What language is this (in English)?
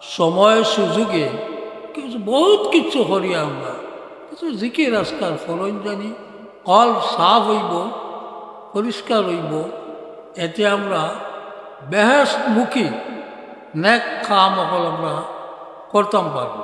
Sylheti